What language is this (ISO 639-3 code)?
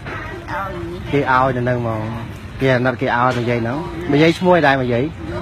khm